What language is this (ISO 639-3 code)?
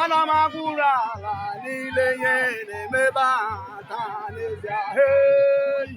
ibo